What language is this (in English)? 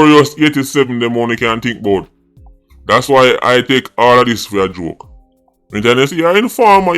Jamaican Creole English